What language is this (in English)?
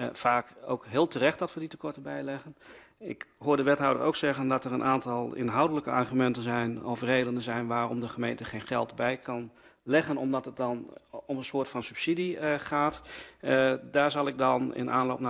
Dutch